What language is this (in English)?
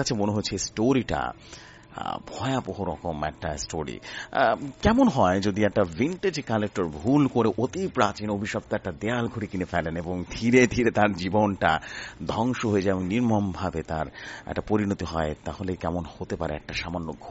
Bangla